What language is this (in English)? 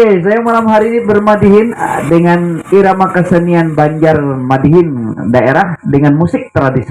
Banjar